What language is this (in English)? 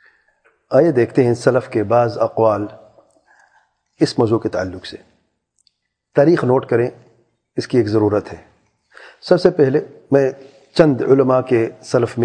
Urdu